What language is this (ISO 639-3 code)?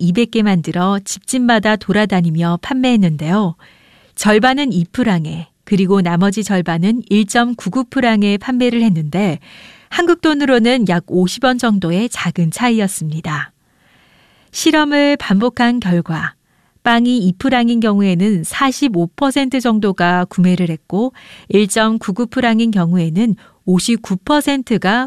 kor